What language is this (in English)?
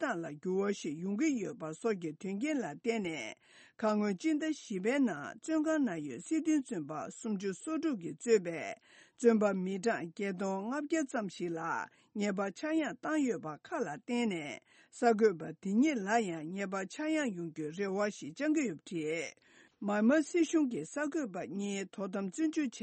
Tibetan